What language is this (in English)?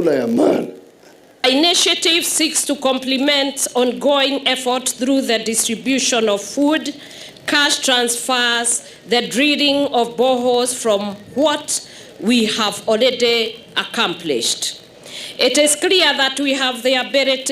Gusii